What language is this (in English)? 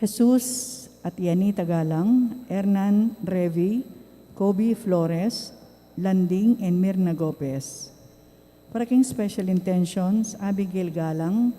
Pampanga